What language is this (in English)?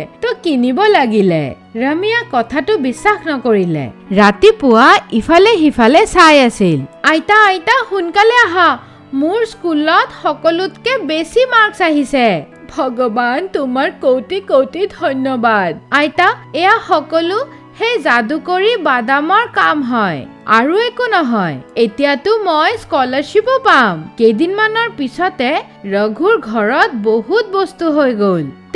Assamese